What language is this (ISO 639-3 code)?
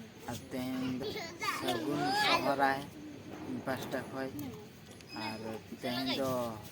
sat